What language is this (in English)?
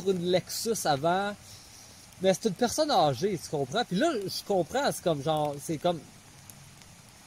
French